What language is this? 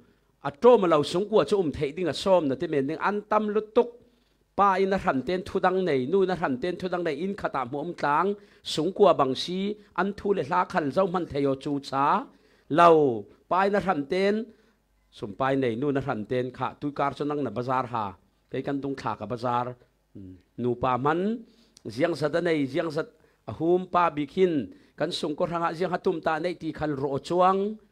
Falam Chin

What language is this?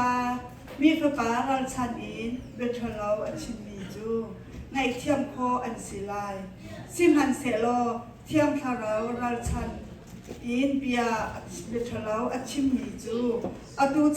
Hakha Chin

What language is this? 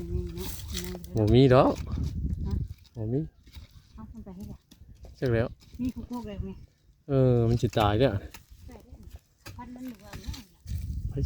Northeastern Thai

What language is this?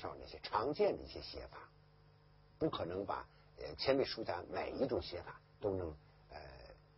Chinese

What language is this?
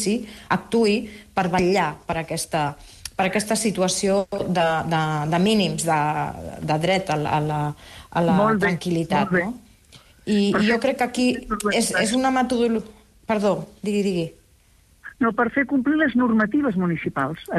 Catalan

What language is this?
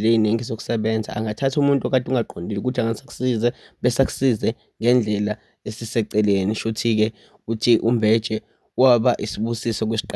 Zulu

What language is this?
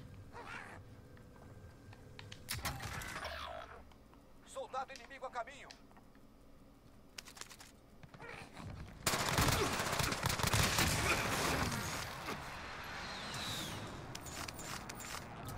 Portuguese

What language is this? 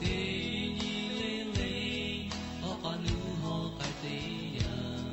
Lahu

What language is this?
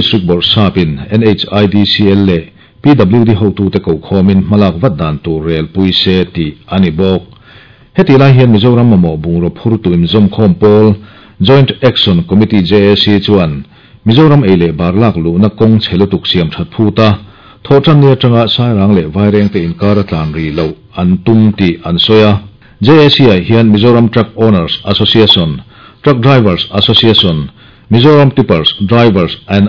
Mizo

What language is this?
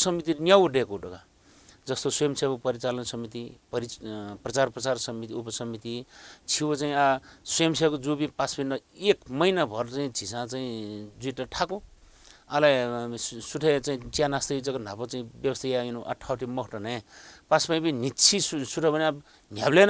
Newari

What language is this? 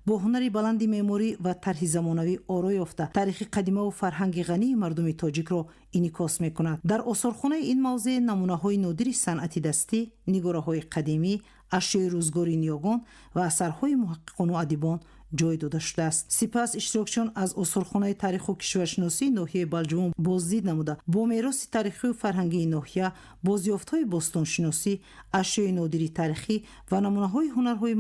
Tajik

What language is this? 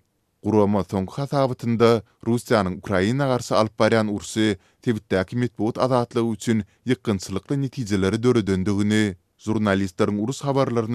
Turkmen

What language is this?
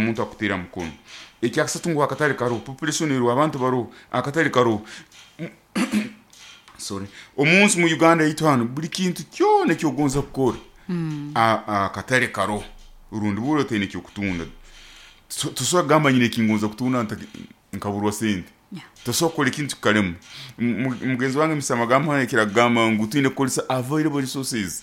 Nyoro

